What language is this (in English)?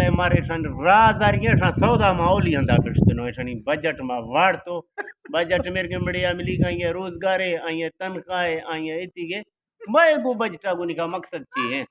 Eastern Balochi